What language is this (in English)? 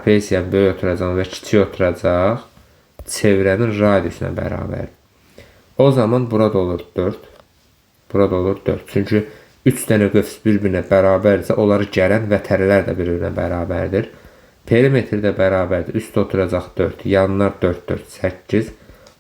Azerbaijani